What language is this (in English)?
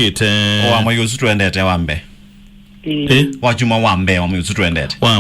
Kamba